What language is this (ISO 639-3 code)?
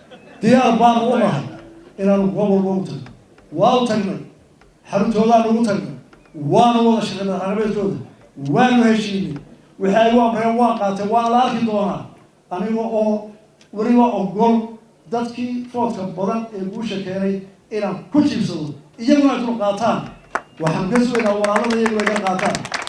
som